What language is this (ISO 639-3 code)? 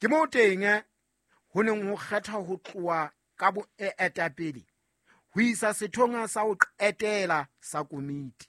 sot